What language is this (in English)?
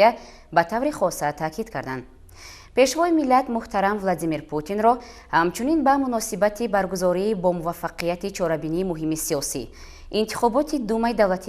Tajik